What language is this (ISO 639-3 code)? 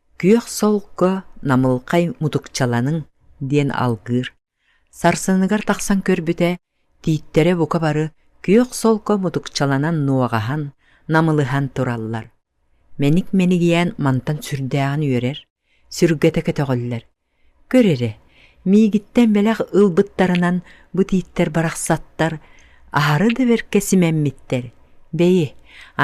sah